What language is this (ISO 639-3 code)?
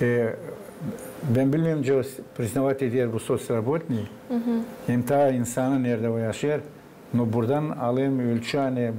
gag